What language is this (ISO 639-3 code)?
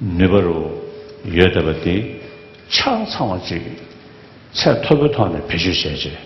bod